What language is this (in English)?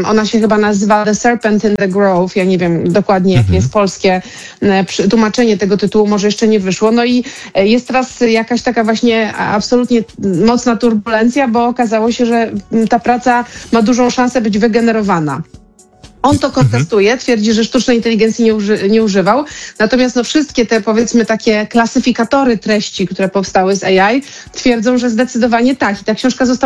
Polish